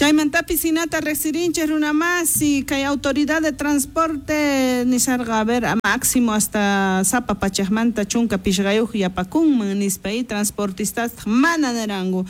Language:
South Bolivian Quechua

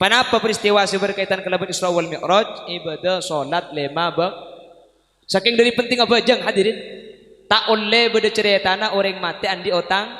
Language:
Madurese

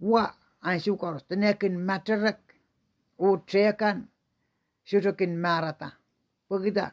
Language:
Pohnpeian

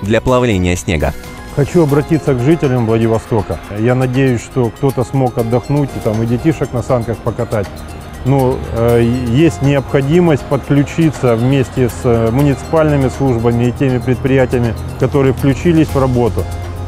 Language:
Russian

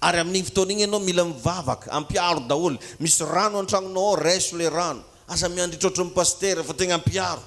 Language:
Malagasy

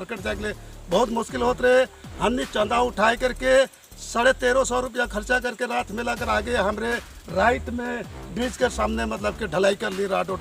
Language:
Sadri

